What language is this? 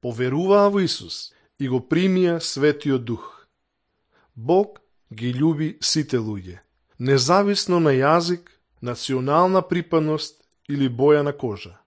Macedonian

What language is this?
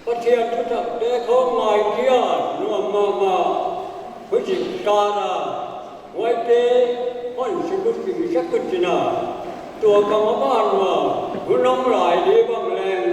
Paite Chin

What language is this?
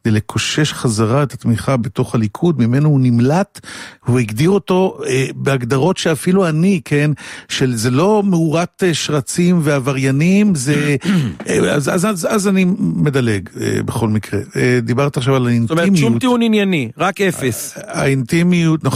Hebrew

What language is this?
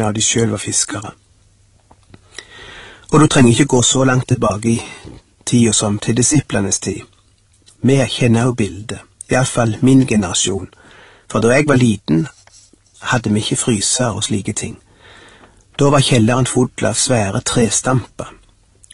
Norwegian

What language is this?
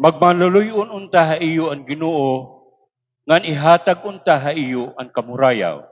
Waray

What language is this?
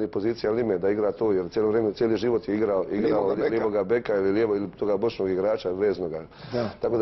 Croatian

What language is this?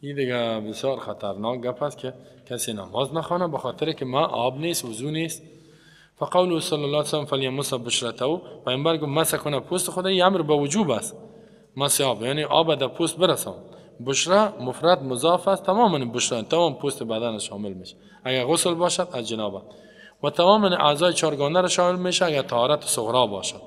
Persian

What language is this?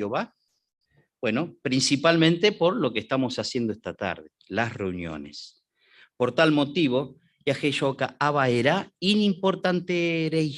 Guarani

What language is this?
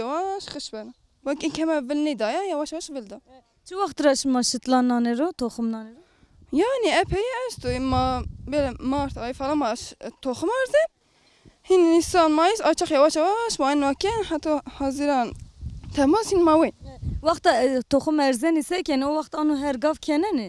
Zaza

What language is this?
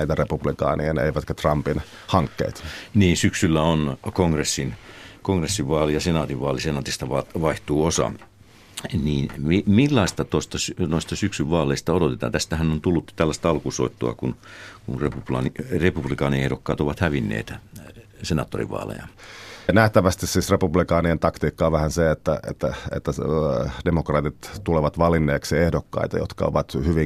Finnish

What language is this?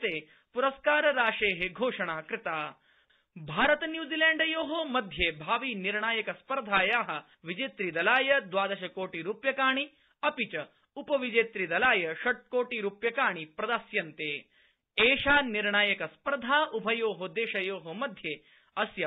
Sanskrit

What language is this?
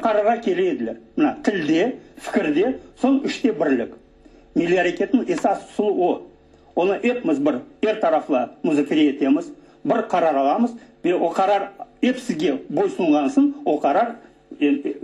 Crimean Tatar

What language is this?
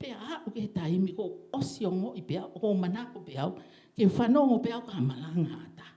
Tongan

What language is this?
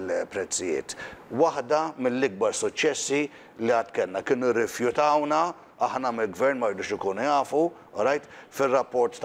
Maltese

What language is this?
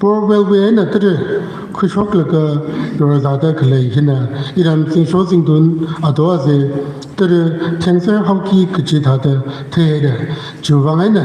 Tangkhul Naga (India)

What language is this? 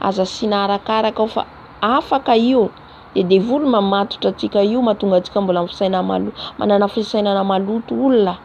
Malagasy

